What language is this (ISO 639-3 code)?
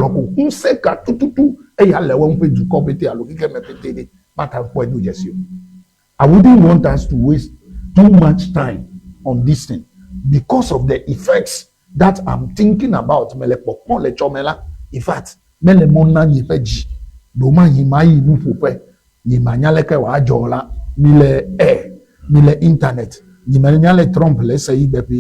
ewe